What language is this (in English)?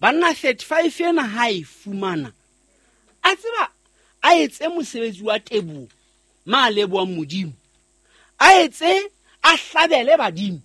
Southern Sotho